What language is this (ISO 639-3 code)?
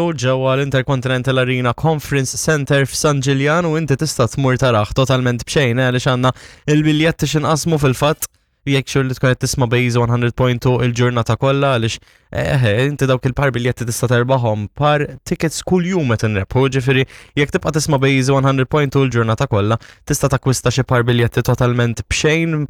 mlt